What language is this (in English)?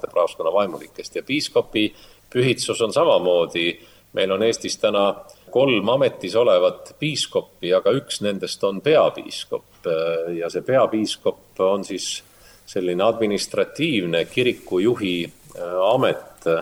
Estonian